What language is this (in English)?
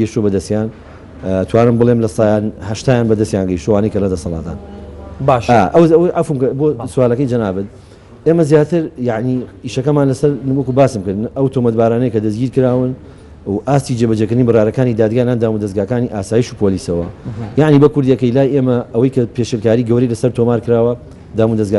Central Kurdish